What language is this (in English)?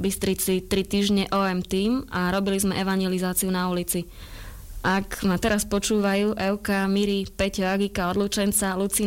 Slovak